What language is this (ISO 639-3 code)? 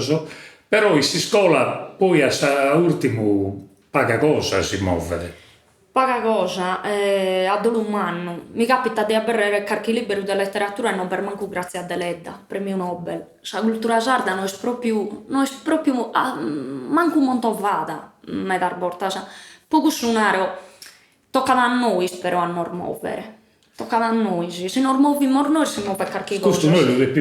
srd